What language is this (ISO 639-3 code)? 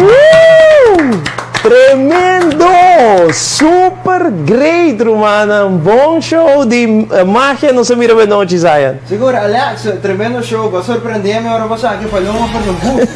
pap